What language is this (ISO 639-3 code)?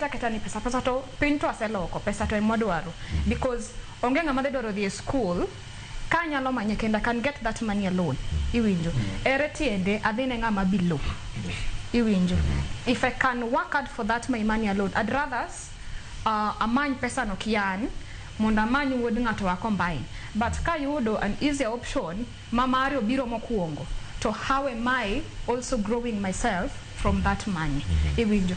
luo